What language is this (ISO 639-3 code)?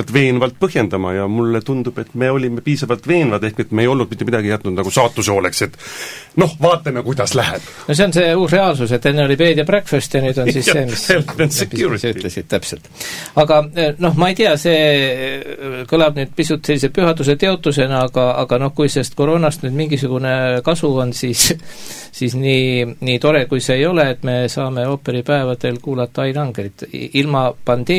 est